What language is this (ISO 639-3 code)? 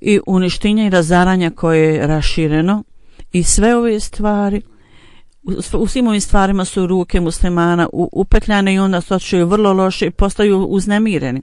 bos